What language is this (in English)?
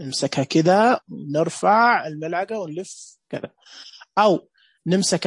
Najdi Arabic